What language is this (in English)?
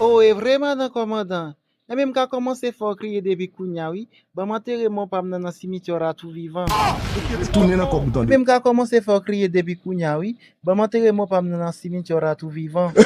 Haitian Creole